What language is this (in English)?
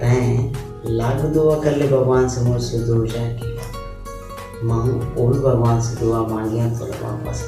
Chhattisgarhi